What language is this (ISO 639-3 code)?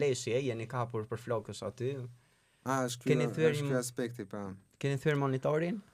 sqi